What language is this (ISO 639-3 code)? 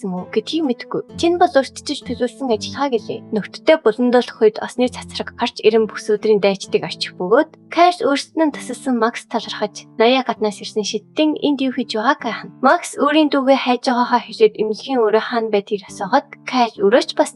mon